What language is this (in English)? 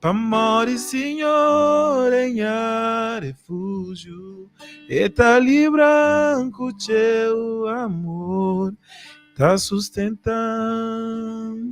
Kabuverdianu